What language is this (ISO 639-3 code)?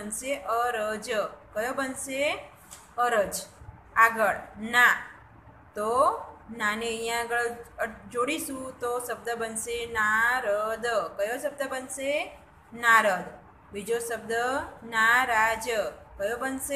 guj